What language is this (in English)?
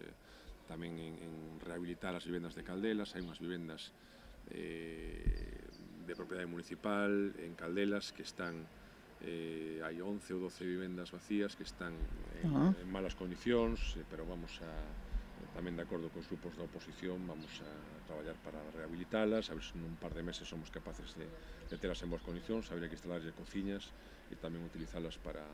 Galician